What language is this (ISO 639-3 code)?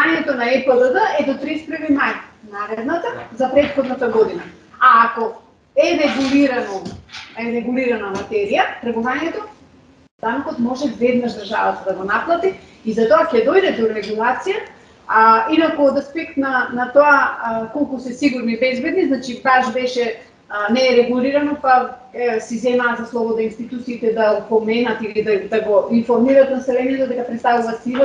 mkd